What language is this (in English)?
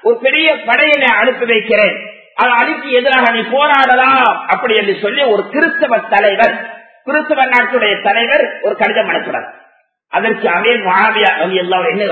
Tamil